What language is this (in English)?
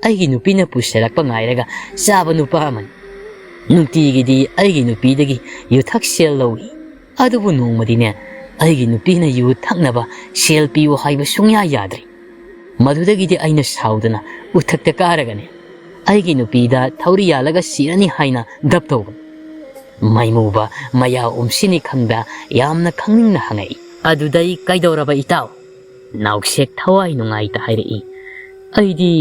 Manipuri